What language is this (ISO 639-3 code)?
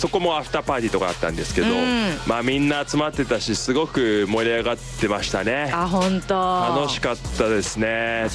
jpn